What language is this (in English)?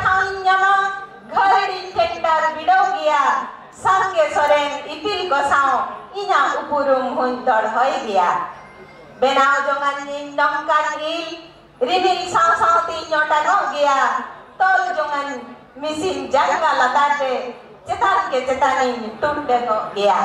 Santali